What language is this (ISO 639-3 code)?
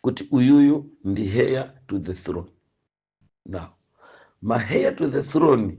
nya